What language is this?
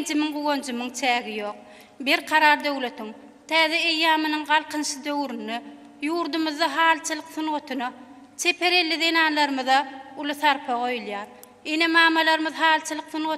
Turkmen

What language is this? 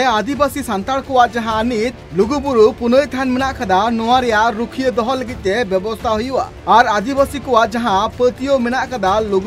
Santali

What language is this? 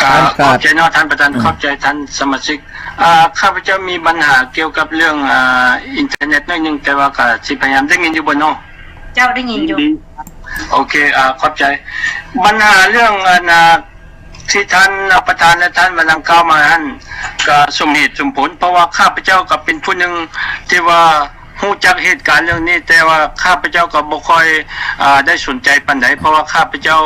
Lao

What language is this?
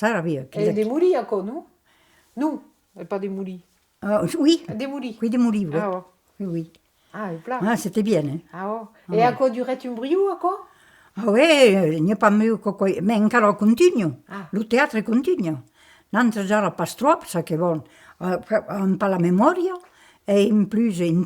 Occitan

